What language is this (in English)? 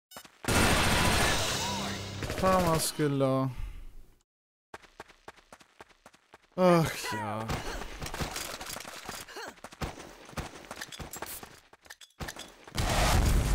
German